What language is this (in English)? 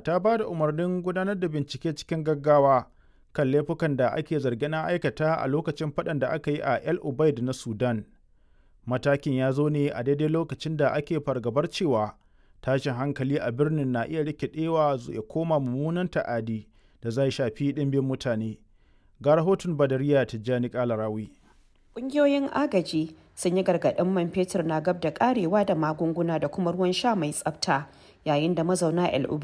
Hausa